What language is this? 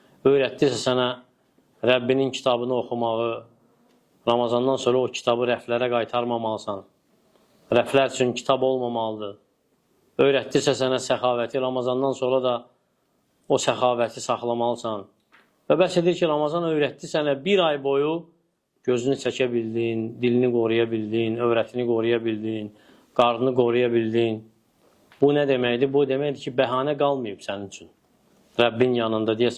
Azerbaijani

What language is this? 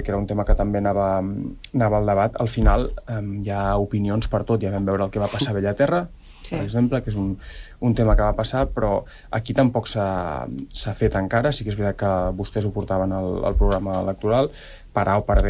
Catalan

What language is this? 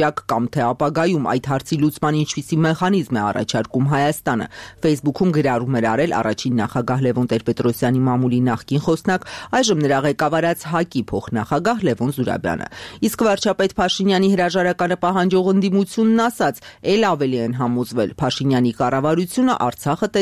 Armenian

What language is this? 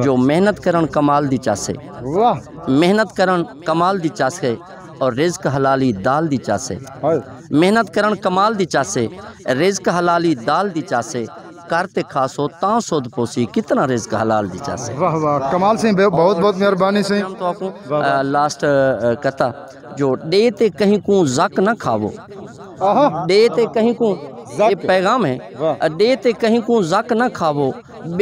Saraiki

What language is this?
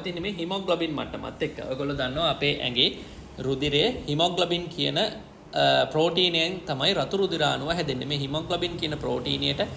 Sinhala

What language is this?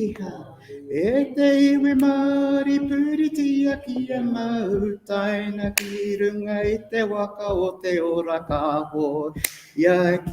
Māori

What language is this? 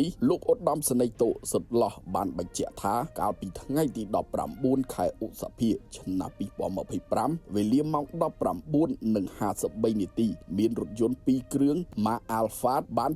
Khmer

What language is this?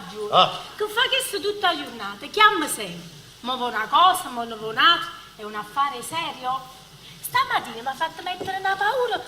Neapolitan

